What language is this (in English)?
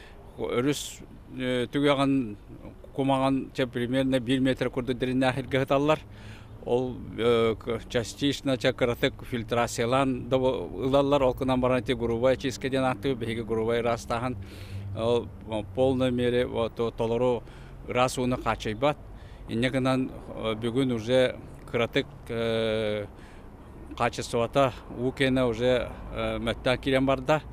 Yakut